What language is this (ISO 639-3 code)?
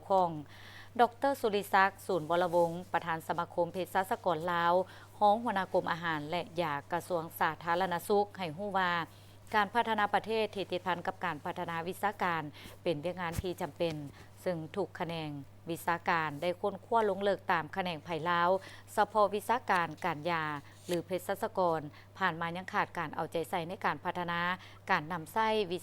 lao